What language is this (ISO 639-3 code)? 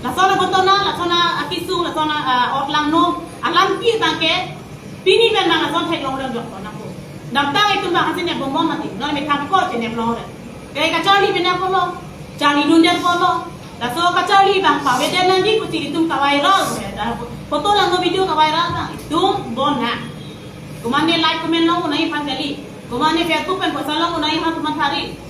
mjw